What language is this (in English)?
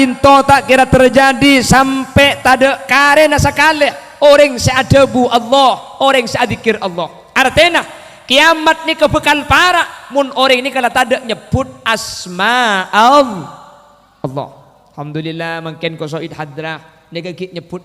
Madurese